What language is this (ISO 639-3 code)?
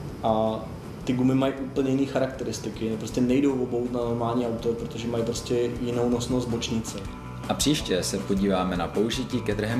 ces